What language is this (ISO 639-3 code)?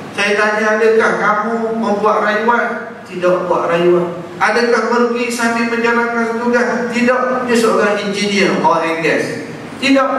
msa